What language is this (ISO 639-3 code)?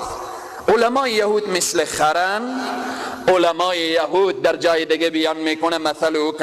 fas